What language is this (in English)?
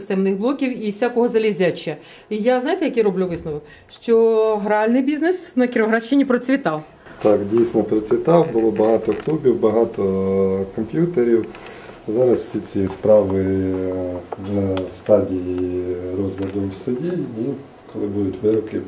Ukrainian